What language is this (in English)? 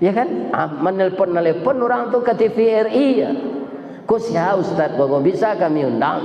Minangkabau